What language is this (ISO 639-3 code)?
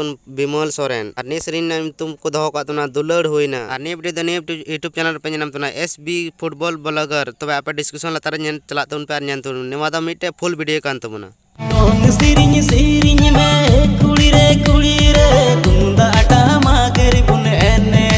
sat